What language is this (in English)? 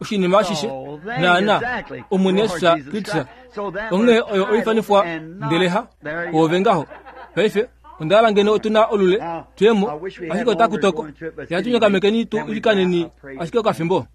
Kuanyama